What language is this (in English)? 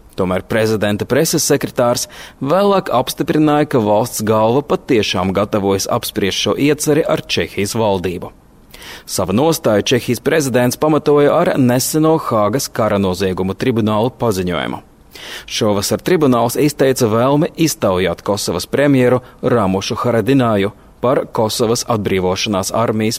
Latvian